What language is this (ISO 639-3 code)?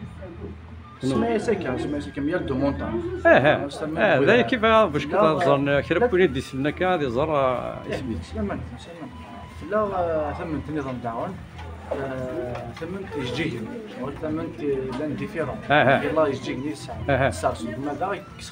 kab